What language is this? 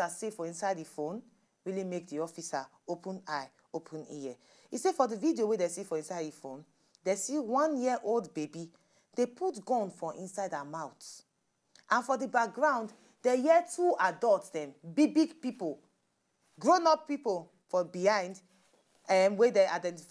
Nigerian Pidgin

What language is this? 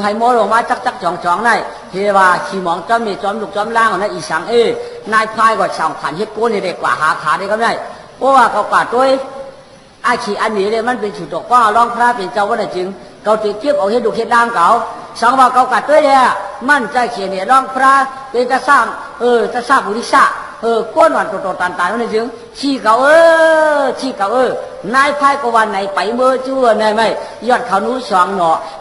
Shan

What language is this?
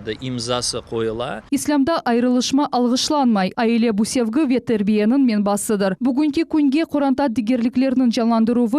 Crimean Tatar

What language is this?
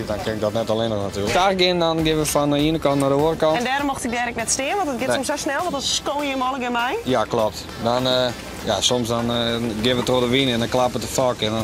Western Frisian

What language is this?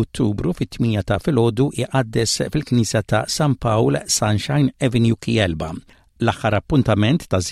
Maltese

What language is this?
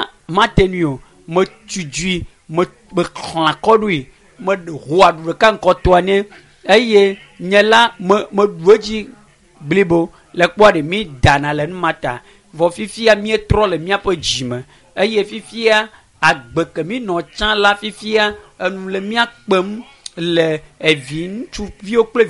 Ewe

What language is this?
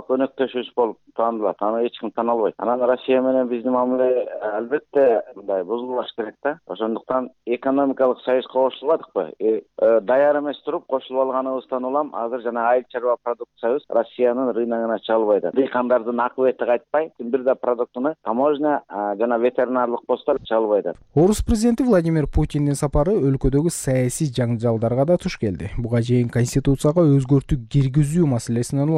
Kyrgyz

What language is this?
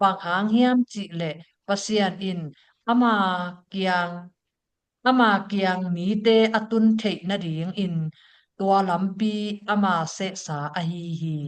Tedim Chin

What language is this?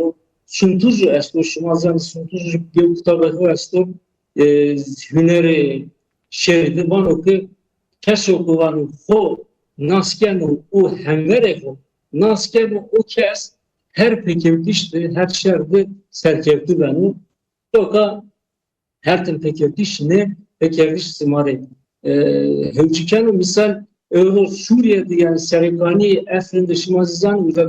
Zaza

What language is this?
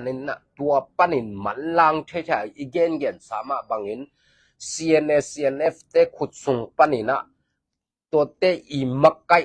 Tedim Chin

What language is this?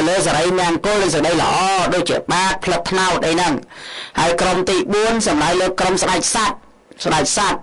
Khmer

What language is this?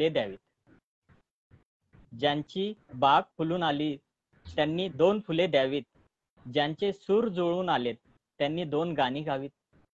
Marathi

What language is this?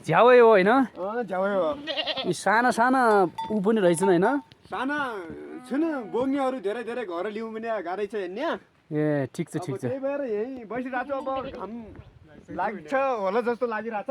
Nepali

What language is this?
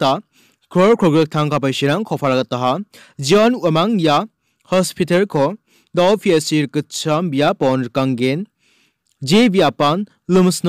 Garo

